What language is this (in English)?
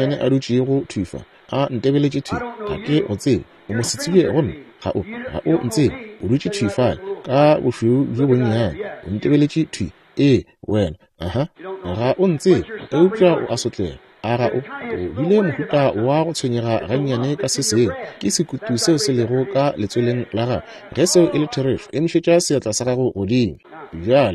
Northern Sotho